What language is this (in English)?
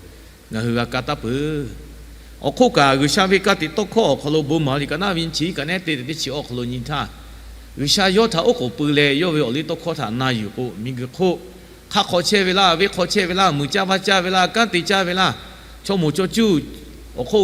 Lahu